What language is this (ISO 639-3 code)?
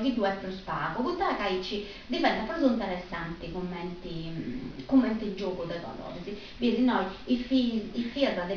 srd